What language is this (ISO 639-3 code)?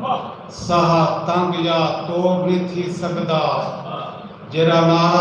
skr